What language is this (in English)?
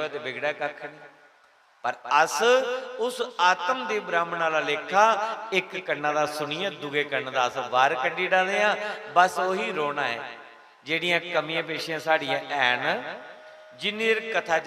Dogri